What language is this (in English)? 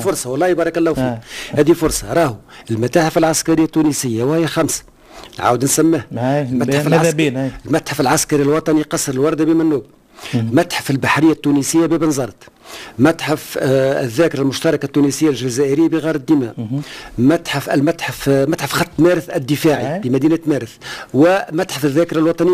Tunisian Arabic